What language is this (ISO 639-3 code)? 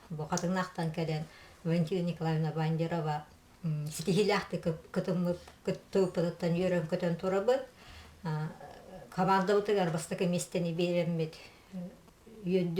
sah